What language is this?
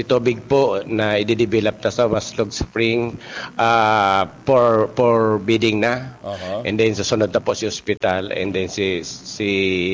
Bikol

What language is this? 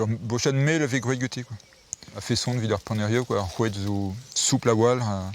Breton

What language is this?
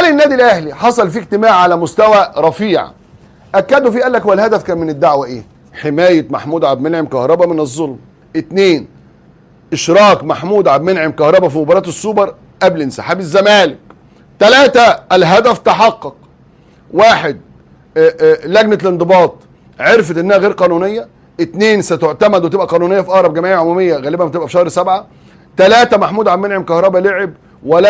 Egyptian Arabic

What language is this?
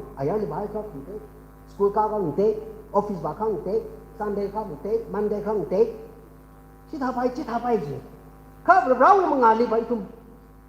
Tangkhul Naga (India)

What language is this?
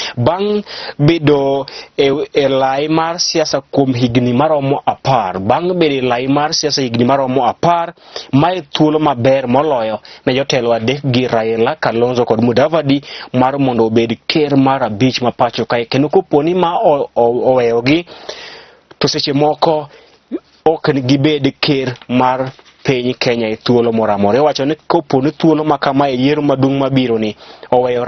Luo (Kenya and Tanzania)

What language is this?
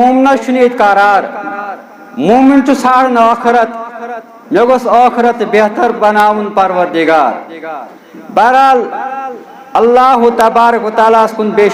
Kashmiri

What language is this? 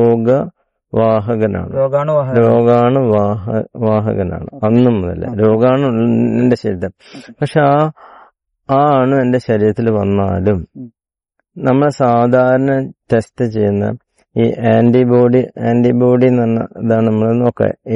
Malayalam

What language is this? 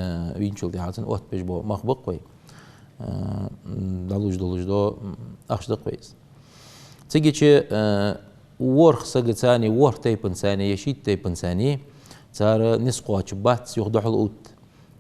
Ingush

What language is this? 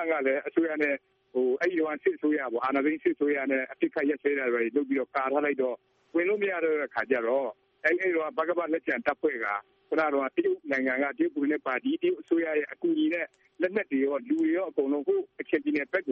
Burmese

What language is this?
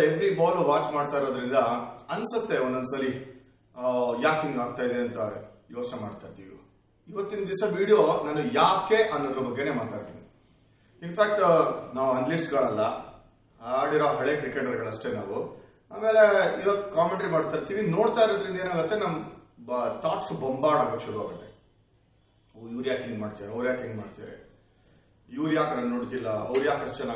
Kannada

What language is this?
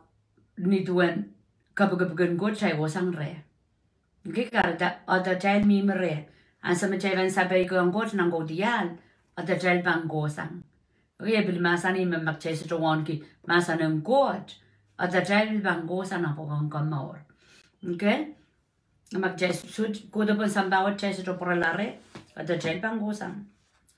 Pohnpeian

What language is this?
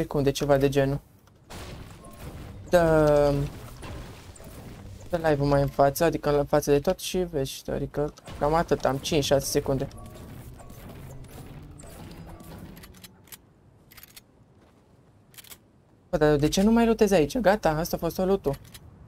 Romanian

